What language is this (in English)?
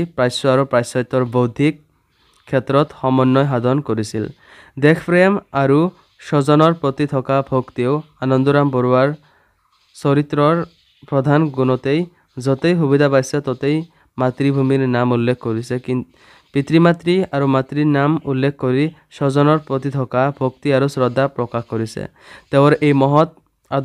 Assamese